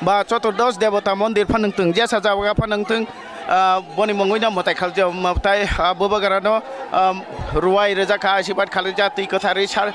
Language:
Kok Borok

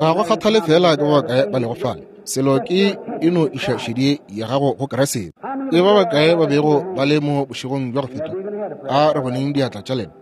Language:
Northern Sotho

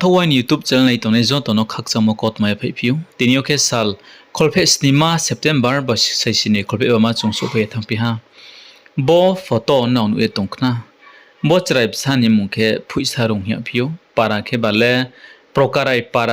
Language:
Riang (India)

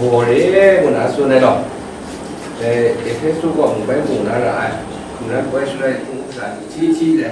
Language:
Kachin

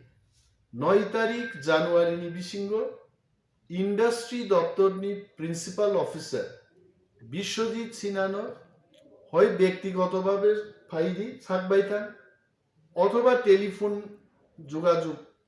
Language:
Kok Borok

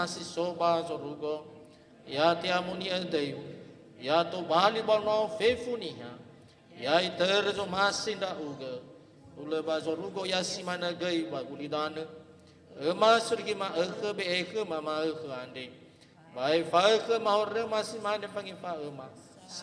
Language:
Nias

